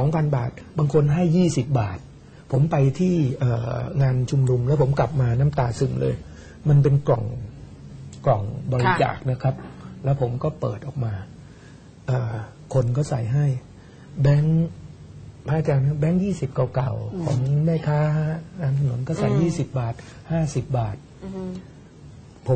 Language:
Thai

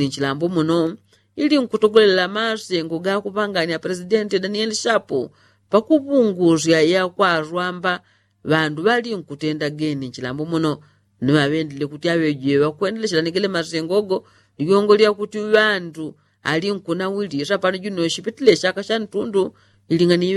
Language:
Yao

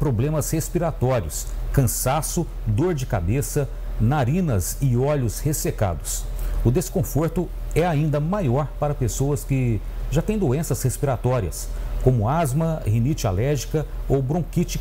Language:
Portuguese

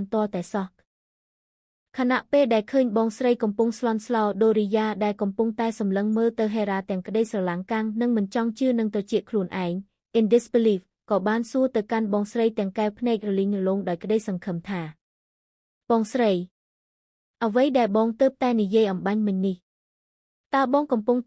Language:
Khmer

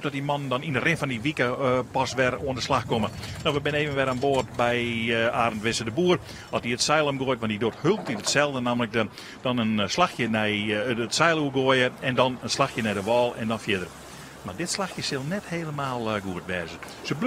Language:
Western Frisian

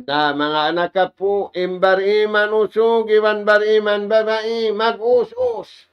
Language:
Tausug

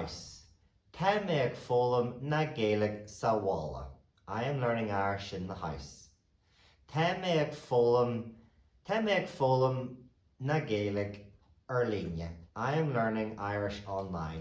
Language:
Irish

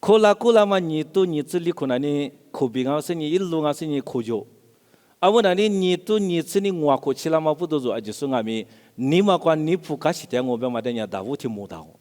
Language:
Lisu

